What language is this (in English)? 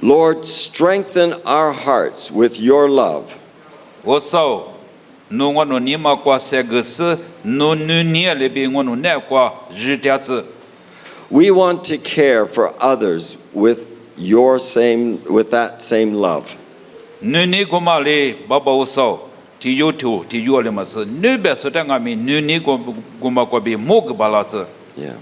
Lisu